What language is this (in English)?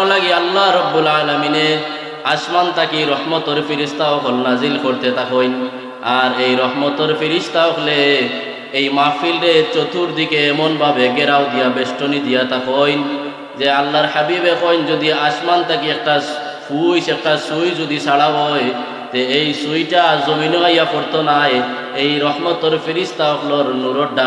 Sylheti